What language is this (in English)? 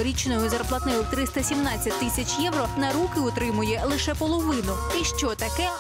Ukrainian